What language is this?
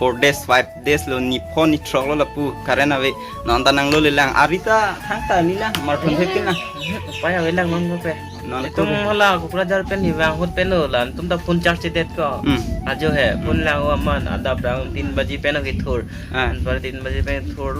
Karbi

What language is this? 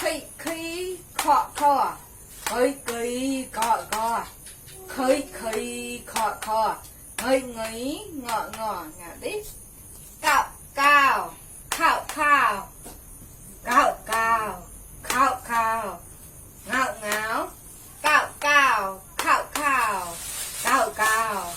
Mon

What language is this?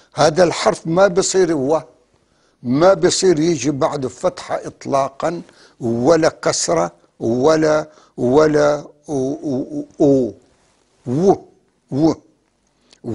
North Levantine Arabic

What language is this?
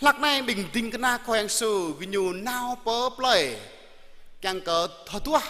Jarai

